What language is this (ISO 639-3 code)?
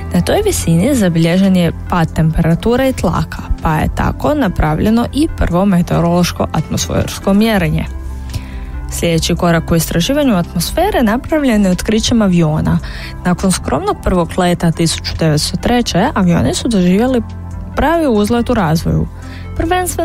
hrv